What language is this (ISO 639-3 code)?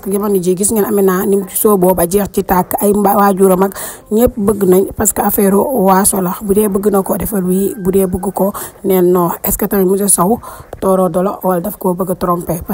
wol